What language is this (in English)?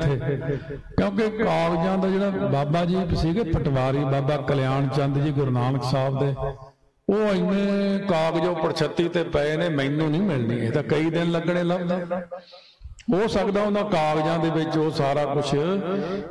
Punjabi